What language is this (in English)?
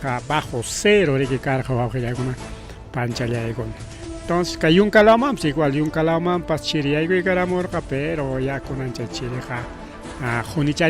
Ayacucho Quechua